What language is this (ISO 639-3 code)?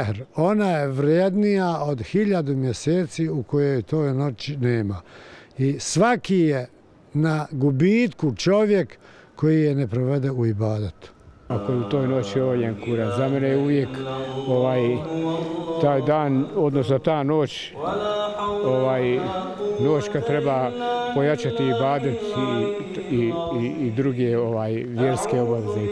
bos